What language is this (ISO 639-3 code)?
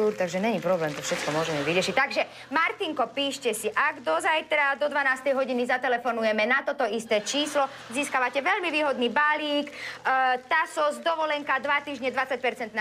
slk